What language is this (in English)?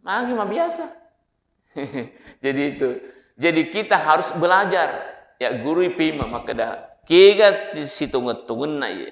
Buginese